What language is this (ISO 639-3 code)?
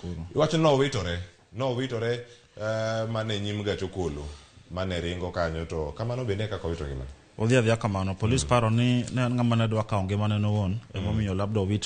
luo